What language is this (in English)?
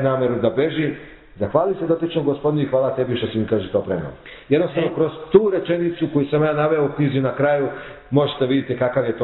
Serbian